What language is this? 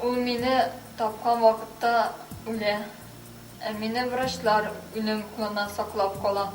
Tatar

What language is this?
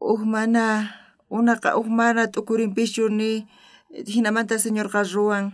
South Bolivian Quechua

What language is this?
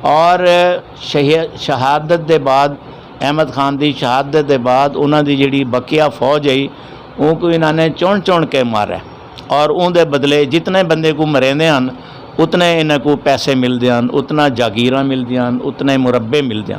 Saraiki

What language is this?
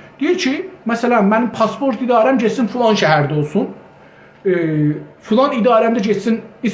South Azerbaijani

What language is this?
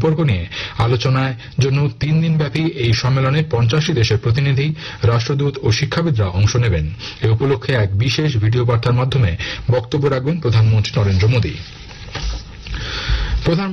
Bangla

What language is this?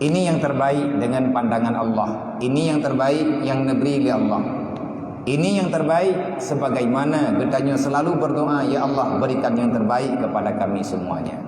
Achinese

